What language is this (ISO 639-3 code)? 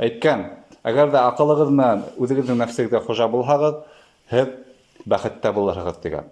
bak